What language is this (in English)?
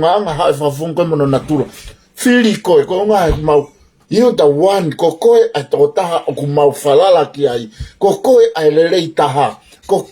Tongan